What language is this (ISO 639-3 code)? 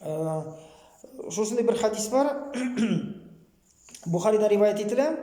tat